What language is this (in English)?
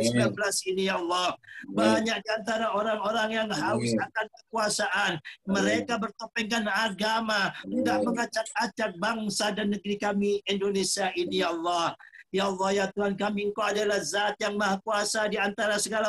Indonesian